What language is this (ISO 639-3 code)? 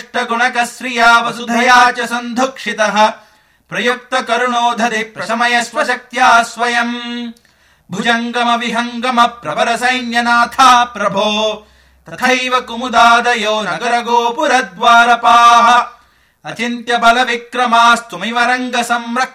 san